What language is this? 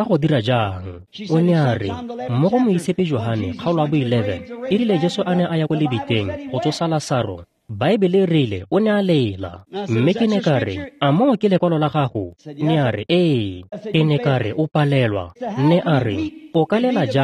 Tswana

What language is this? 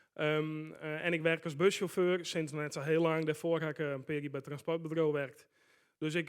Western Frisian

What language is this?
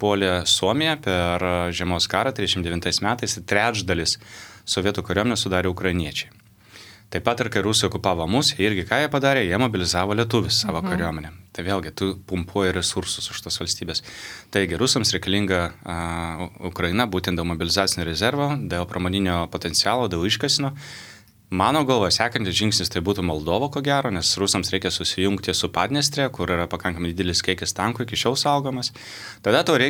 Lithuanian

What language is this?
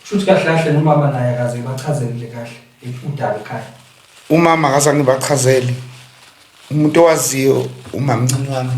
Zulu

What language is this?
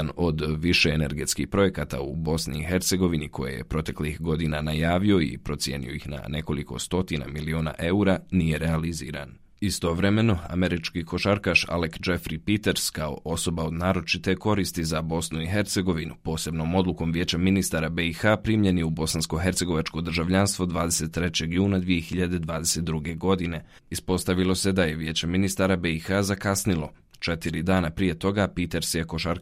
Bosnian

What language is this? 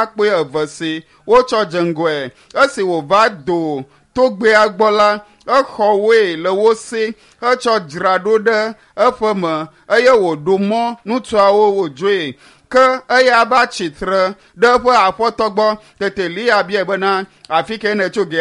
Ewe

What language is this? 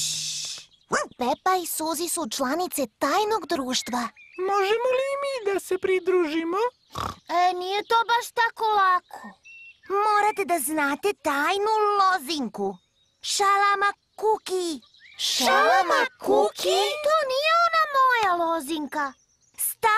Serbian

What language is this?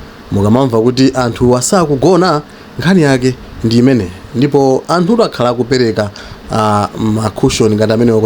Nyanja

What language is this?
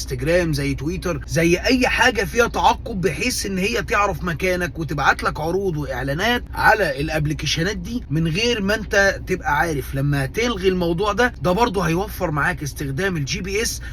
Egyptian Arabic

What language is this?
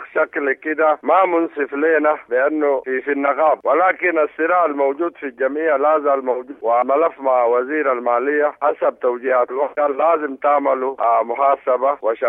Sudanese Arabic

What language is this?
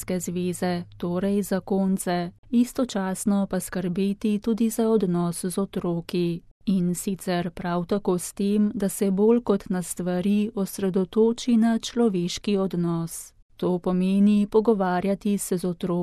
Slovenian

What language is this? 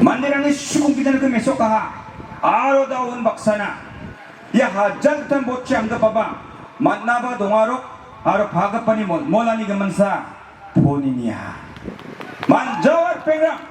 Garo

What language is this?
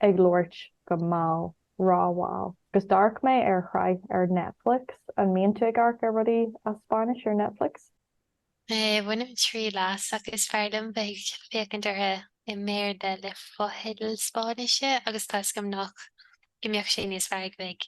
Irish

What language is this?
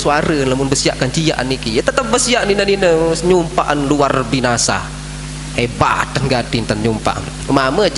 Sasak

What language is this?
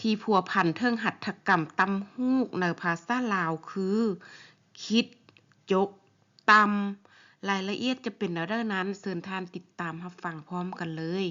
Lao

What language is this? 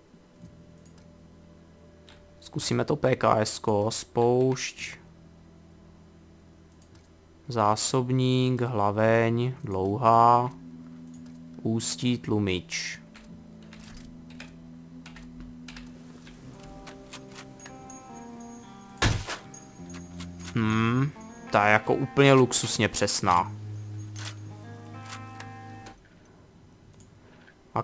Czech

